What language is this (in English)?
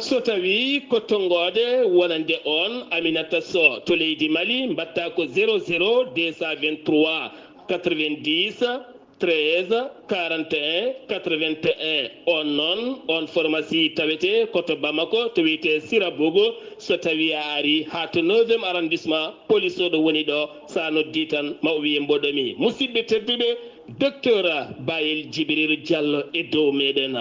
Fula